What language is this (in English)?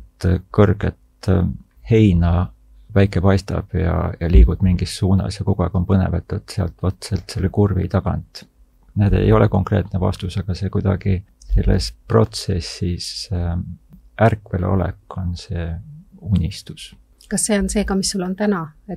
Estonian